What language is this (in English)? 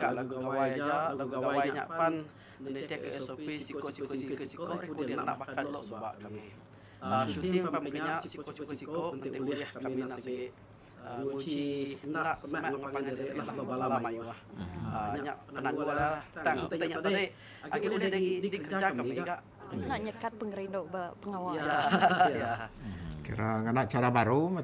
Iban